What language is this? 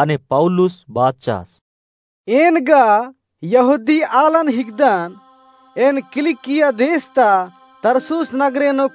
Kurukh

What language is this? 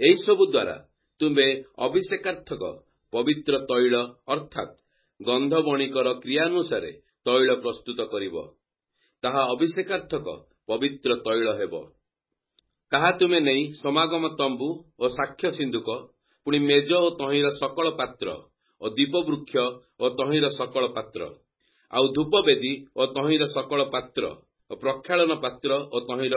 Odia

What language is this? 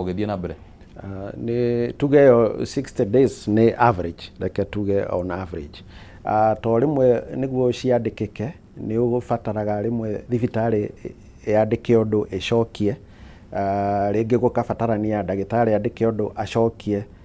Kikuyu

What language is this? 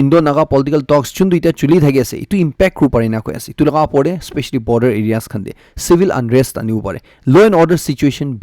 Naga Pidgin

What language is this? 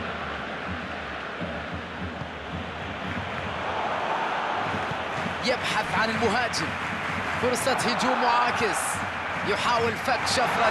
Arabic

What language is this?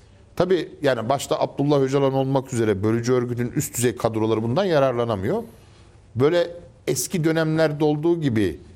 Turkish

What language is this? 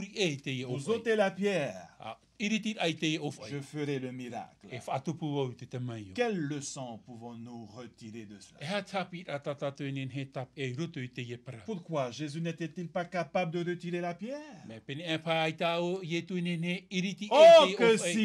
Tahitian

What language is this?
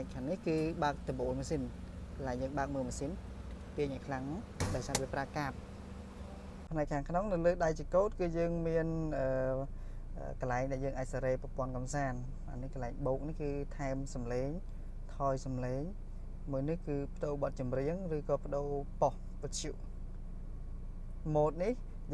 Khmer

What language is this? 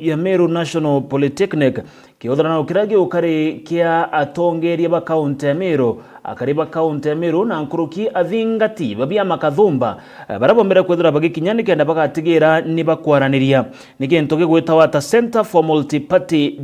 Meru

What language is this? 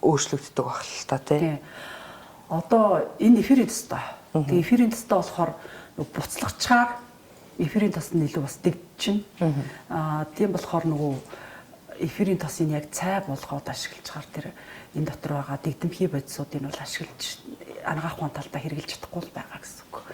Mongolian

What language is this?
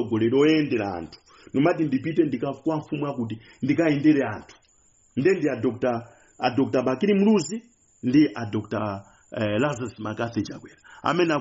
Nyanja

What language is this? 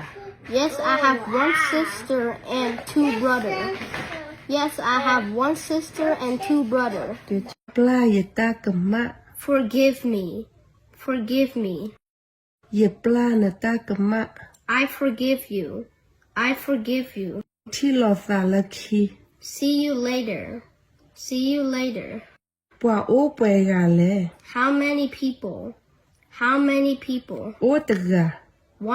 S'gaw Karen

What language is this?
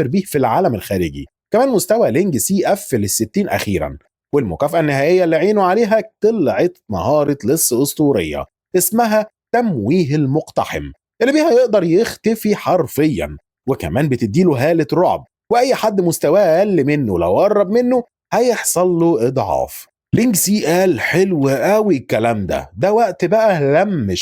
Egyptian Arabic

